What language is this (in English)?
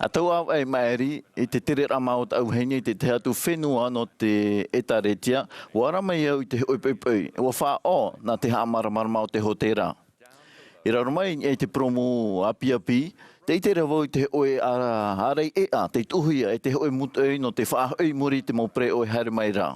Tahitian